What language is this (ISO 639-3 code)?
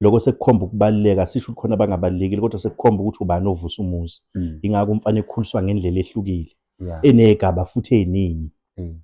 zul